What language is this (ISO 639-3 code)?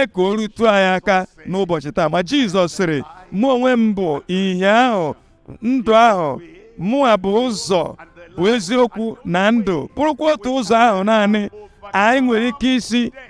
ibo